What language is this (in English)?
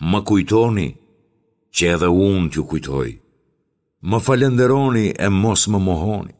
Albanian